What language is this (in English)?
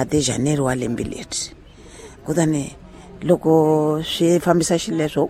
Tsonga